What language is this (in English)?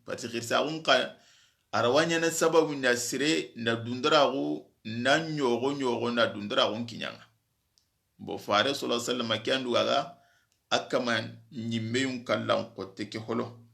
Soninke